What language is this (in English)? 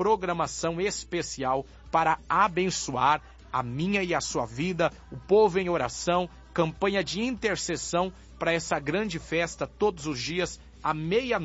Portuguese